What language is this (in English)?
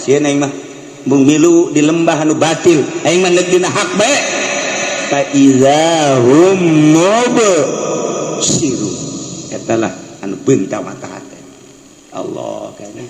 Sundanese